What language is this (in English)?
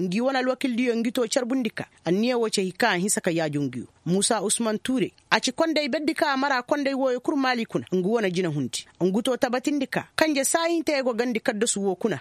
Koyraboro Senni